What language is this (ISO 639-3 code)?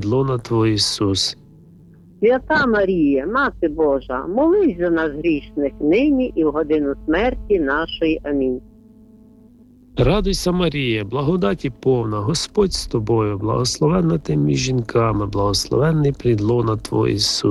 ukr